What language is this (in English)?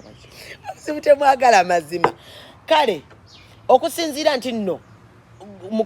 Ganda